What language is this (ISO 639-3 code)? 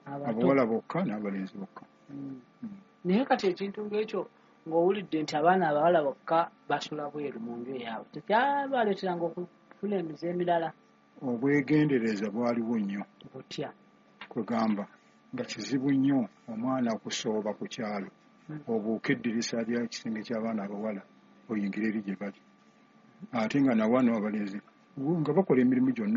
lug